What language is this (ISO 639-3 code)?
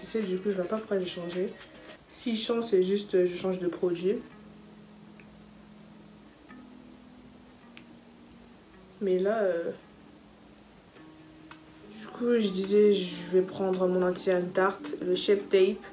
fra